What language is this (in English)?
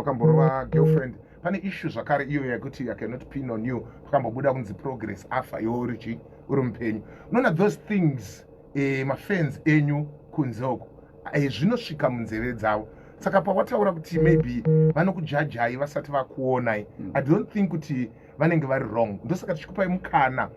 Shona